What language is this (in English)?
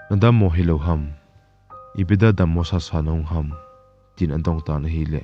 Thado Chin